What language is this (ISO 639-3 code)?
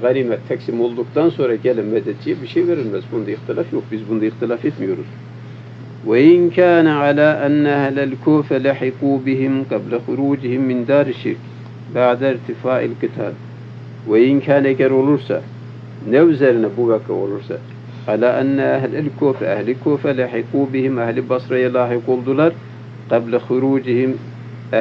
tur